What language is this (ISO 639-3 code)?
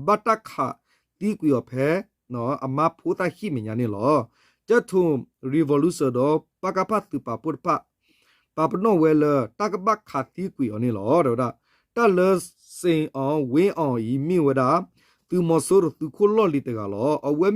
ksw